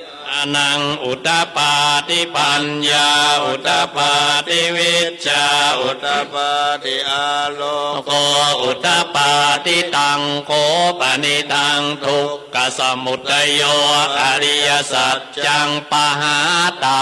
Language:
Pali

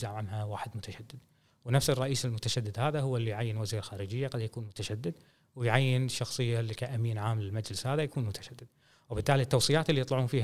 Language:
Gulf Arabic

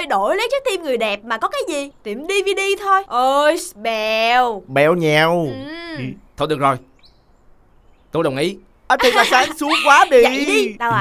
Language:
Vietnamese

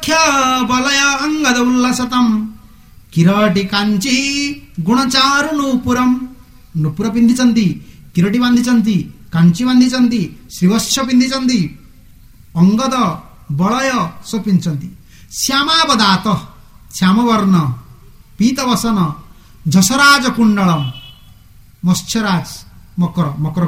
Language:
Odia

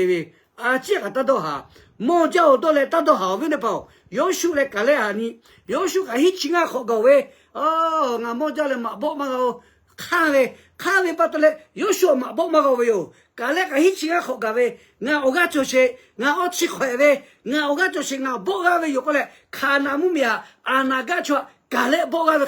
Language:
Lahu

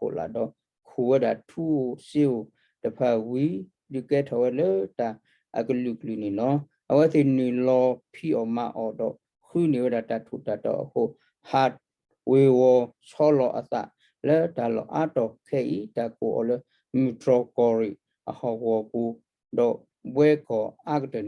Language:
S'gaw Karen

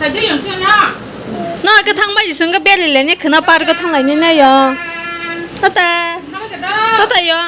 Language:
Kok Borok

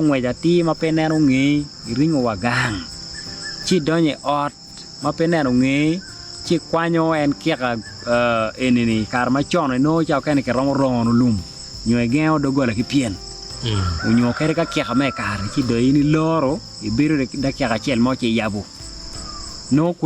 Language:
Acoli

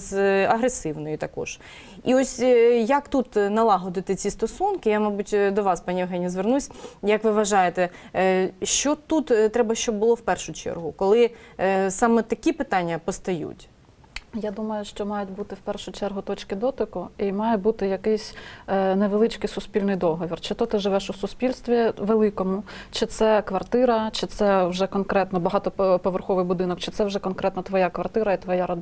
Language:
Ukrainian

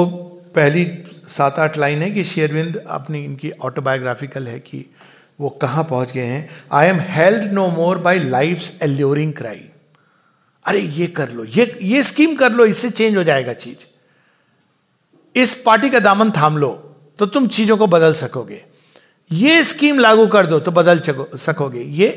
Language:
Hindi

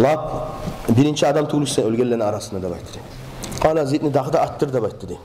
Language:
Kumyk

